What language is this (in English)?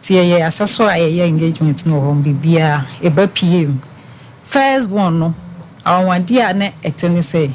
Akan